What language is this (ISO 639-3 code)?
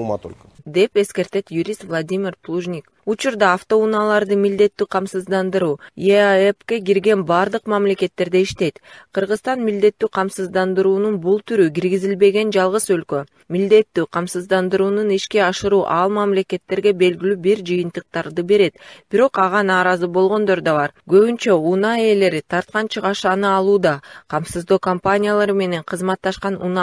kir